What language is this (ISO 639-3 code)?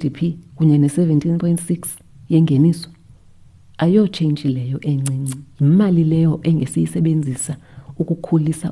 xho